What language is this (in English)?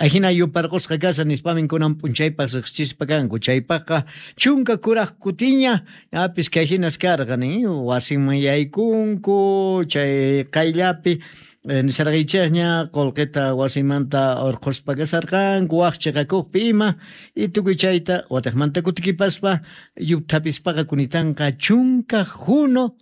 South Bolivian Quechua